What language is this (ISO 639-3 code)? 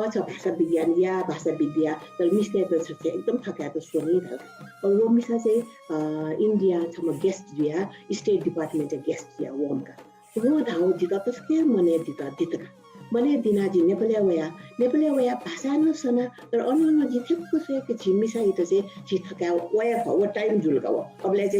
new